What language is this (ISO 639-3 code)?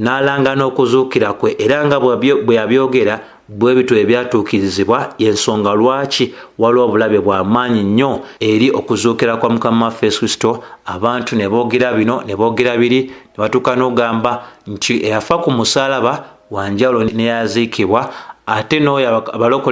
lug